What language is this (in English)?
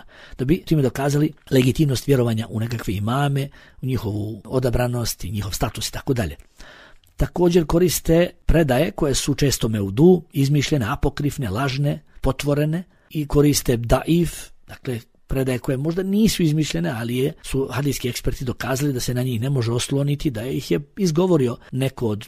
Bosnian